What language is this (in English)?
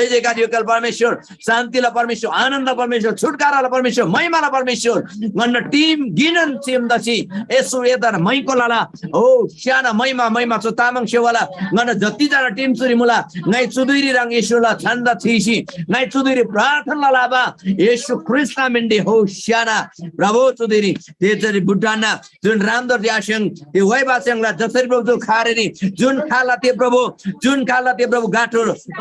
Eastern Tamang